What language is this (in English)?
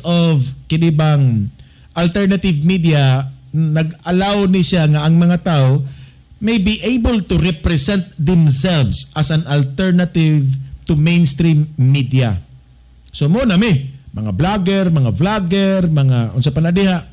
Cebuano